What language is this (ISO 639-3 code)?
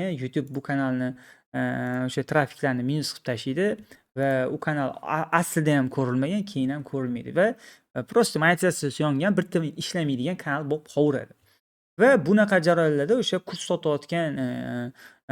uzb